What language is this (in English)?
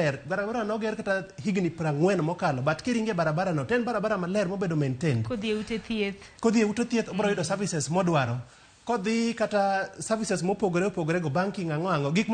Luo (Kenya and Tanzania)